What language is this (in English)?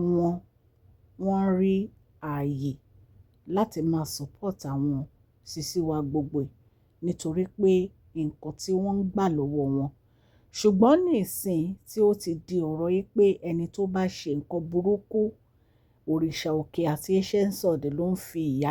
Yoruba